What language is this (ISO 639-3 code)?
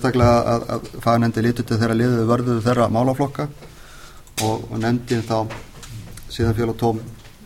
isl